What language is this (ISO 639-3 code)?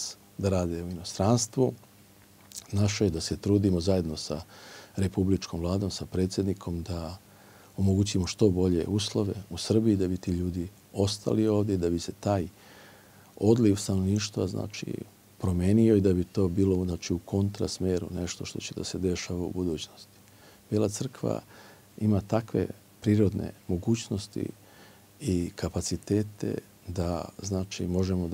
srp